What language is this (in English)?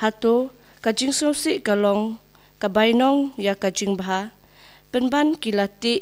Khasi